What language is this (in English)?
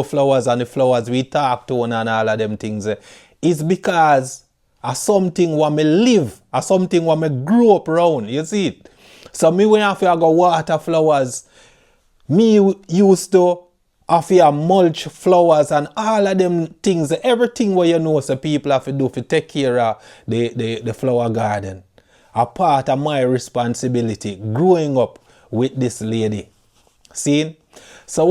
Jamaican Creole English